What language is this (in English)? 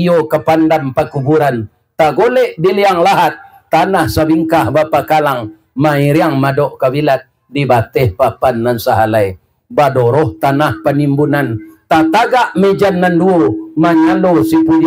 Minangkabau